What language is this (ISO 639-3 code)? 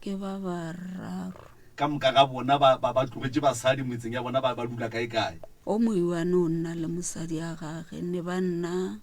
nso